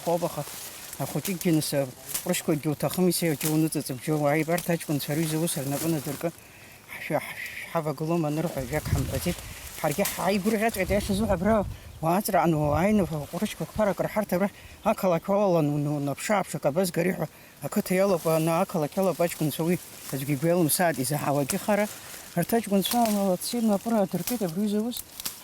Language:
Abkhazian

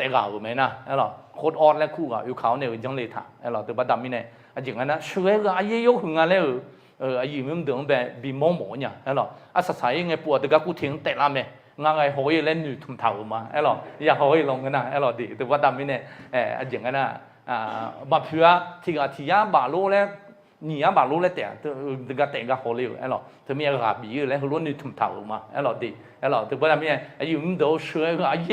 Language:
Akha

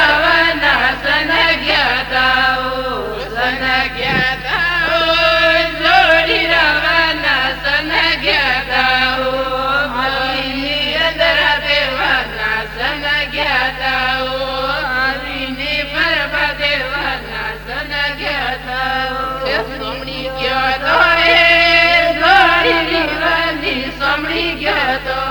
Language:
Gujarati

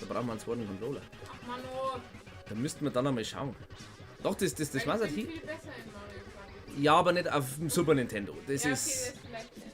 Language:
Bavarian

